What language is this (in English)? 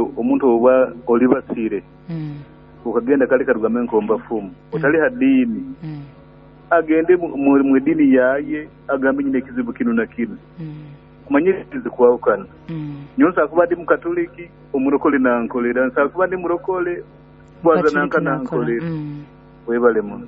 Nyoro